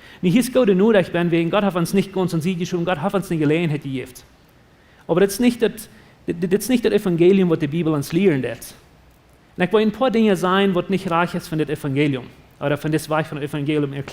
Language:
Plautdietsch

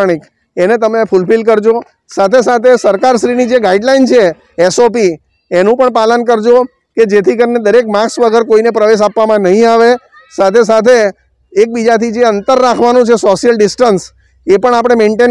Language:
Gujarati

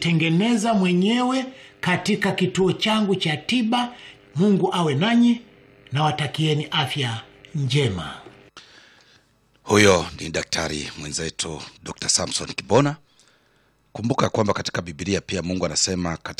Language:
Swahili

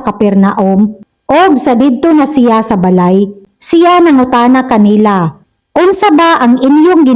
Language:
Cebuano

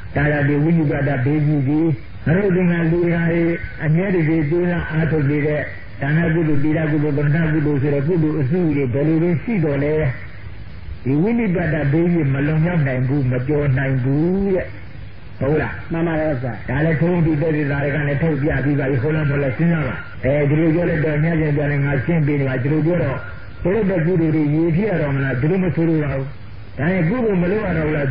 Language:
Burmese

